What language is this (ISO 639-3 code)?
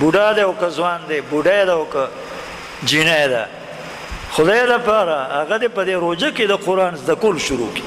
pus